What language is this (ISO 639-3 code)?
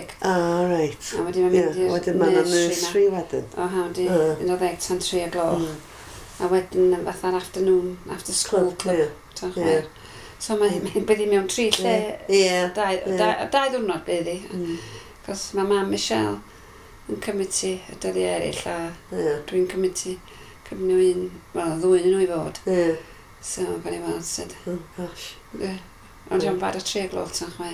cym